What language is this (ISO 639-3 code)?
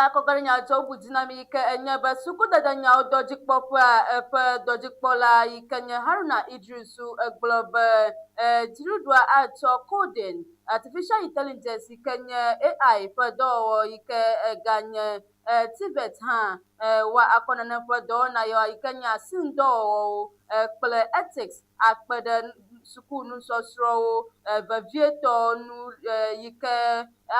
ewe